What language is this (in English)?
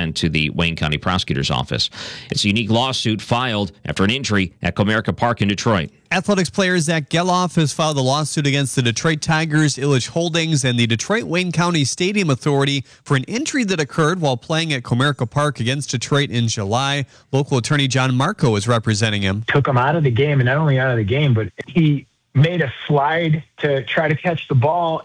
English